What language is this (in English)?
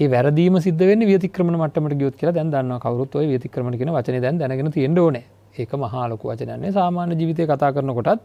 Sinhala